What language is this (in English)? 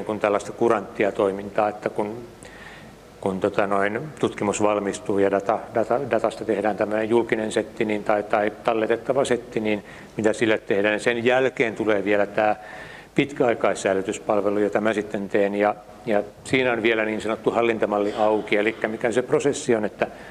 Finnish